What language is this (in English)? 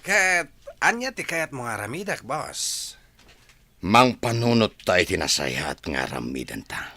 Iloko